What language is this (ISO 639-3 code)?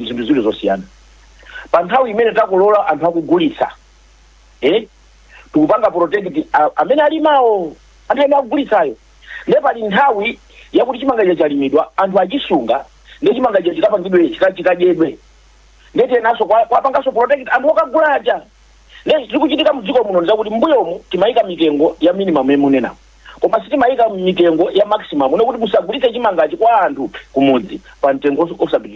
nya